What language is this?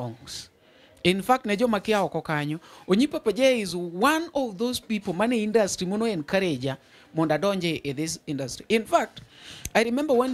Luo (Kenya and Tanzania)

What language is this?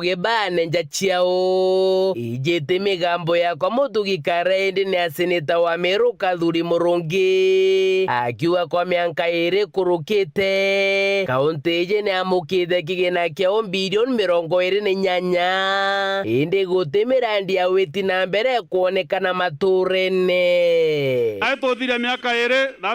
Meru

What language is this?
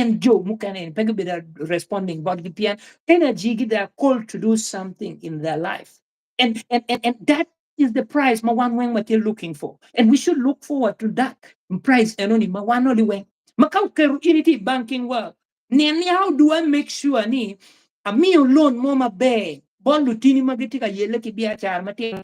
Acoli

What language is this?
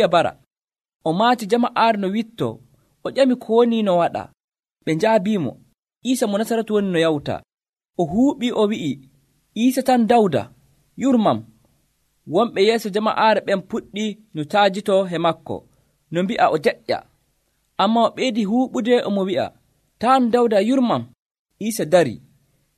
Nigerian Fulfulde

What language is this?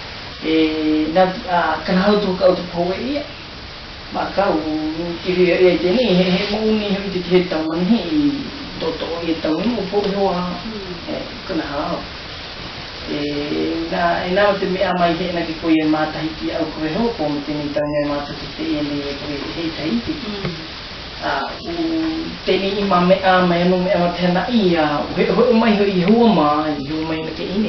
South Marquesan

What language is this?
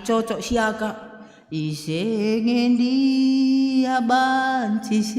Batak Karo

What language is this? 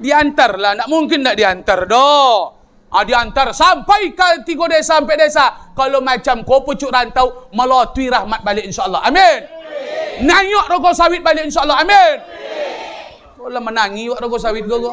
Minangkabau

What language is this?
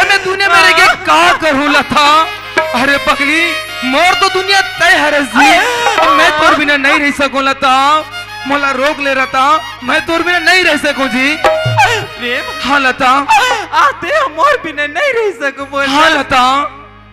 Chhattisgarhi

